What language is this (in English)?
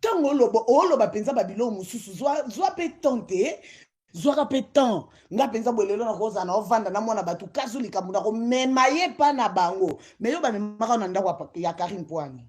Lingala